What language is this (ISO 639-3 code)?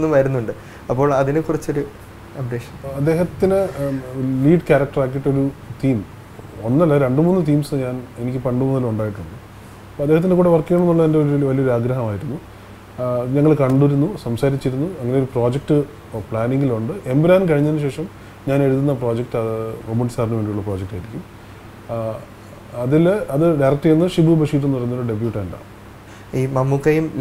mal